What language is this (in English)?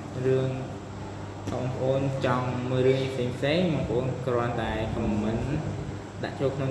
Khmer